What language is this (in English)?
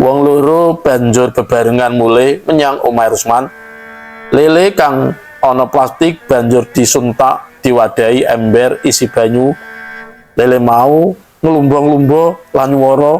Javanese